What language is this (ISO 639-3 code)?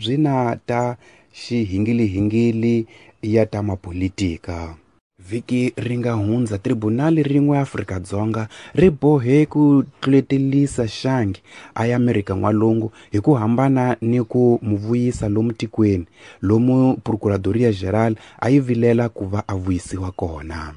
tso